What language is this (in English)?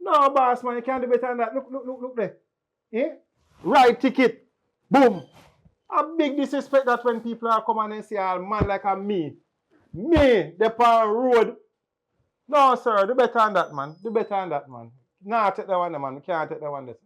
Jamaican Creole English